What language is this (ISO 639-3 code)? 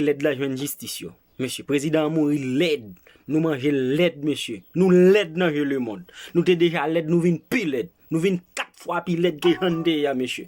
hat